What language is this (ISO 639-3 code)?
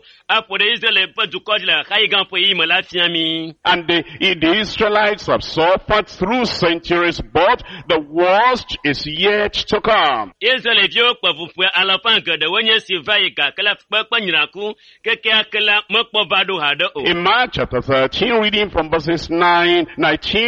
ewe